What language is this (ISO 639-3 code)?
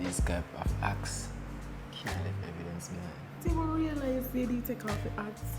jam